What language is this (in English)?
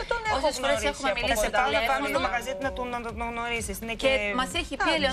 Greek